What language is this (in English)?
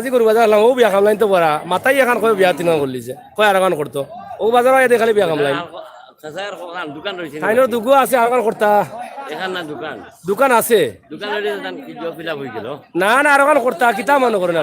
Sylheti